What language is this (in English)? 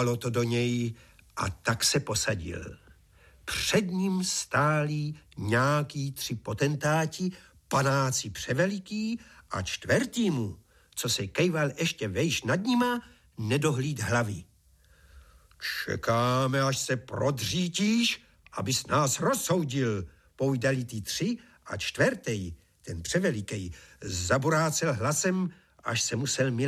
Czech